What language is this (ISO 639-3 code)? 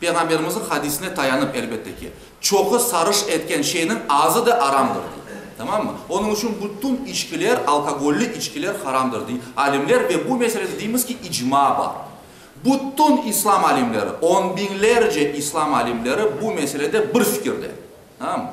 crh